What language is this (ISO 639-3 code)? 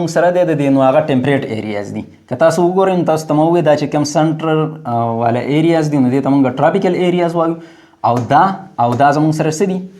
pus